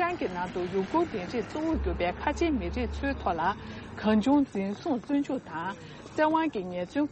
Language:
Tibetan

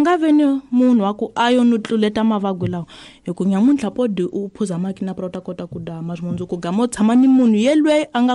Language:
Tsonga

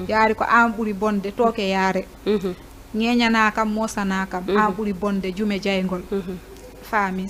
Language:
Fula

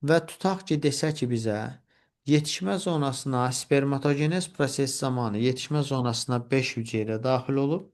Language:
Azerbaijani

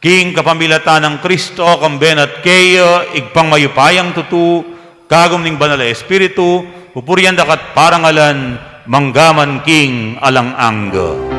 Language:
Pampanga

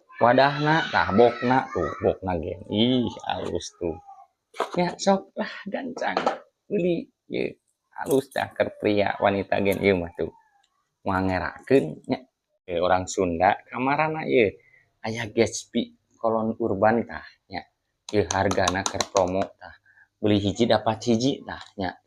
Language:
Sundanese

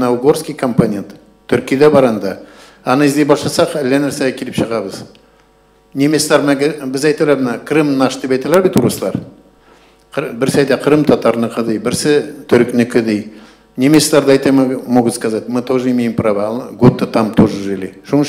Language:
Tatar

